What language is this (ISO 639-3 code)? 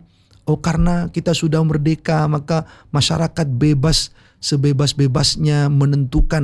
ind